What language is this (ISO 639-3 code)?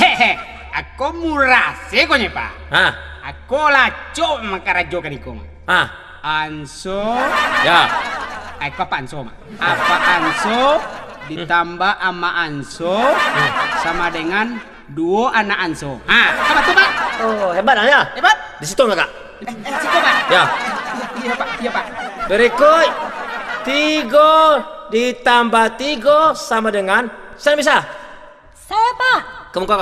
min